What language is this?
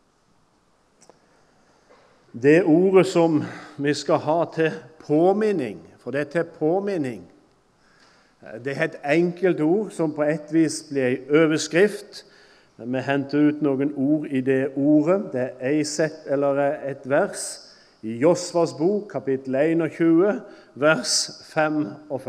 Norwegian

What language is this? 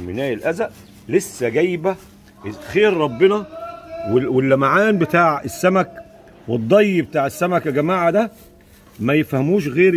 Egyptian Arabic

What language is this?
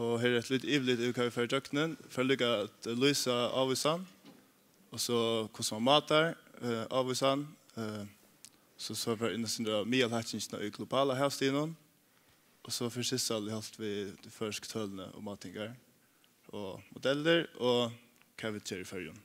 Faroese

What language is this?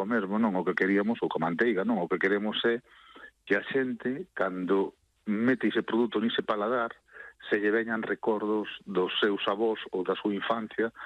Galician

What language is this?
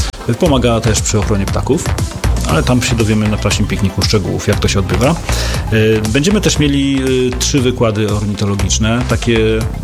Polish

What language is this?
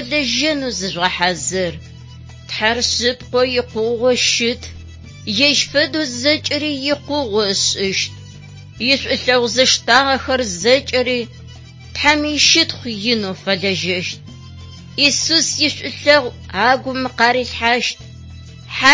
Adyghe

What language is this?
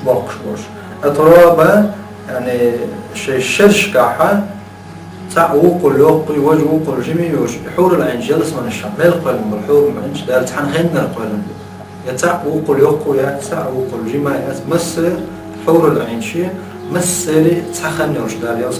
Chechen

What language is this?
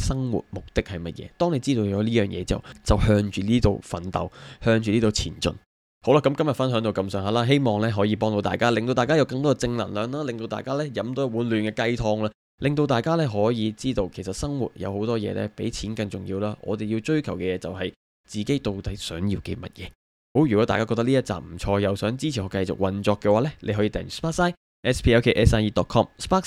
Cantonese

